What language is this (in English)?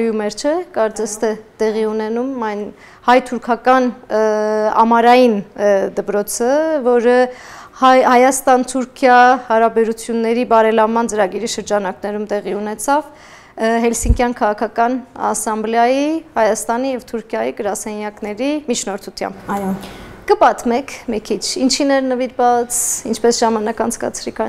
Armenian